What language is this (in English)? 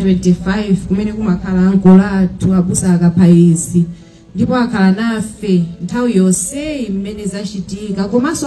Nyanja